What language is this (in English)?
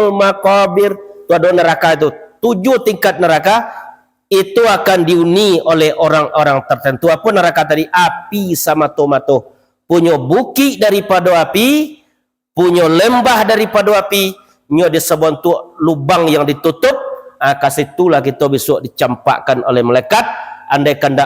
Minangkabau